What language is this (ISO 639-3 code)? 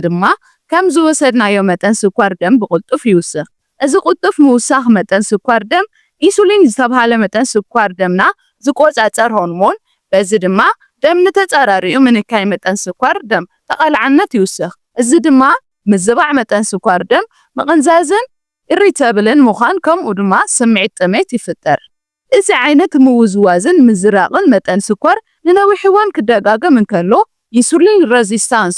tir